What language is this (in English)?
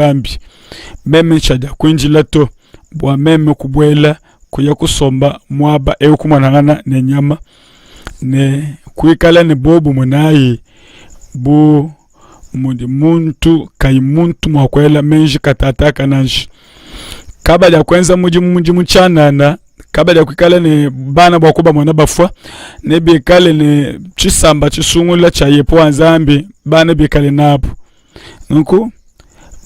Luba-Lulua